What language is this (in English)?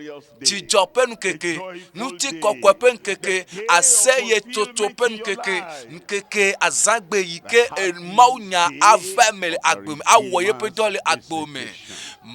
Ewe